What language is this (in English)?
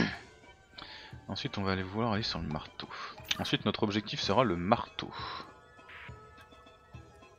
French